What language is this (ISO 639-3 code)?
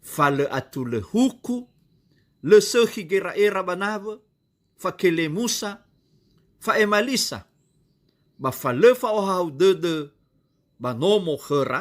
nia